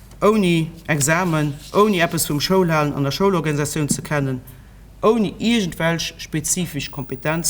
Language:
Luxembourgish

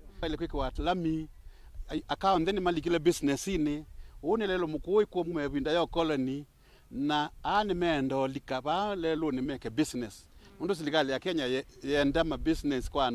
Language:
Kamba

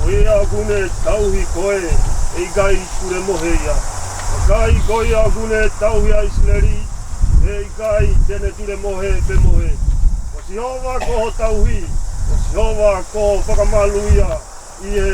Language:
Tongan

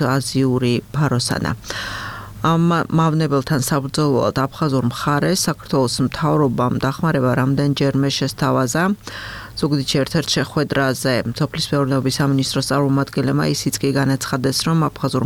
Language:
Georgian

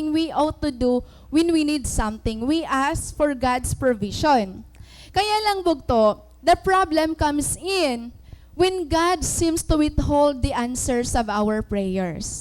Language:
Waray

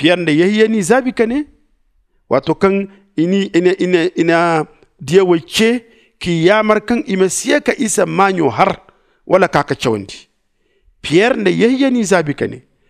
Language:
Zarma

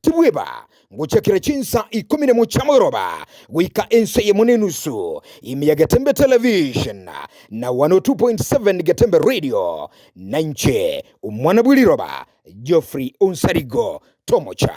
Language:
Gusii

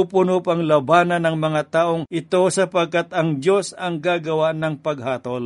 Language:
Filipino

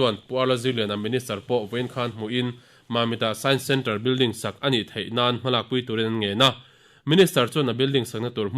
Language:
Mizo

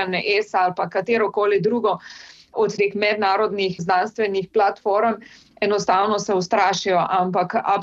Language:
Slovenian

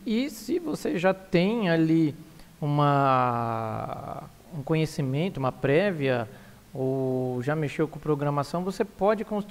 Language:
Portuguese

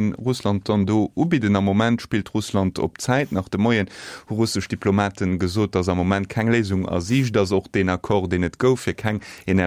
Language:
Luxembourgish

